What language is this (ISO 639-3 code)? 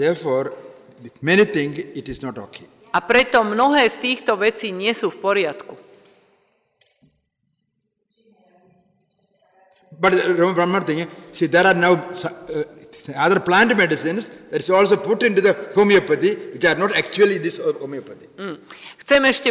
slk